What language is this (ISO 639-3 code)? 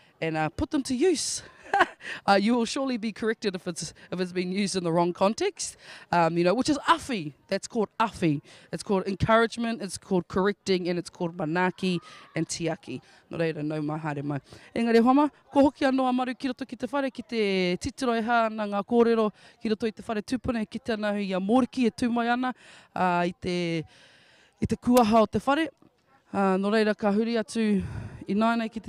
mri